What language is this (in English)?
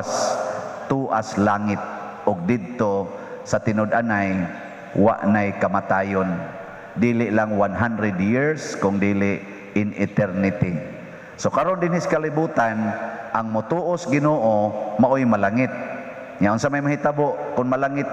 Cebuano